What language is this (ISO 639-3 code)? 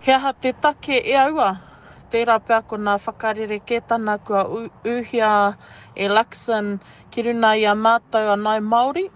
mri